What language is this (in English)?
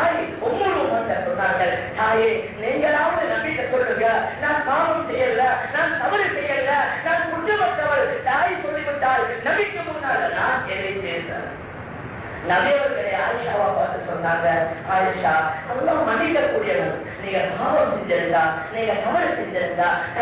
Tamil